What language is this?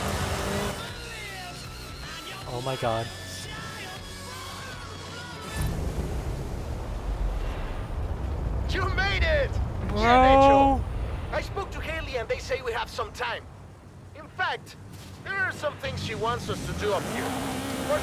English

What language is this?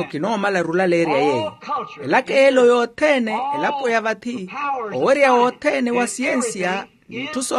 Makhuwa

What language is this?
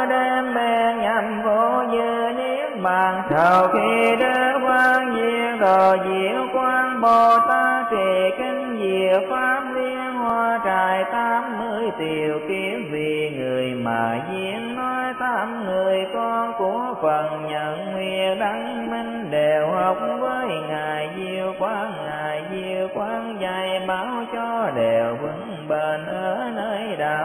Vietnamese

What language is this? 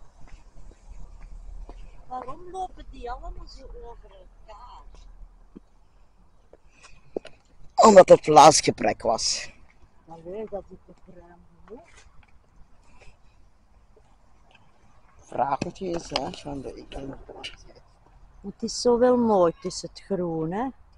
Dutch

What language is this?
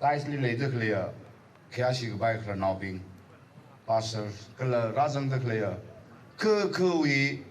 Tangkhul Naga (India)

